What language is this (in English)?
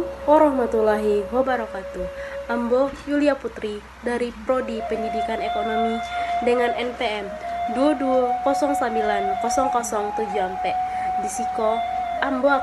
Minangkabau